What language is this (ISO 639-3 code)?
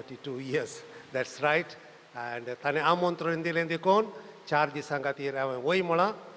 kok